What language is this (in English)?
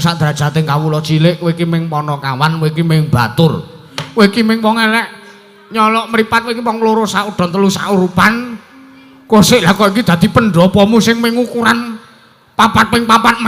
Javanese